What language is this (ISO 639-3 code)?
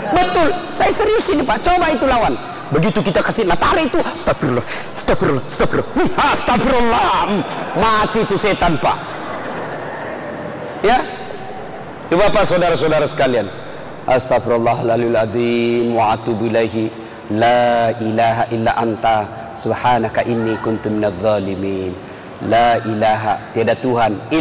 ind